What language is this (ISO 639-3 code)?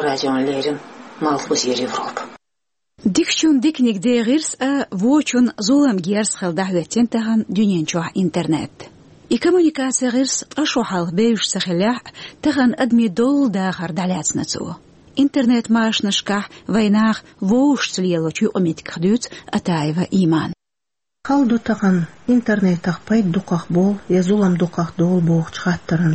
che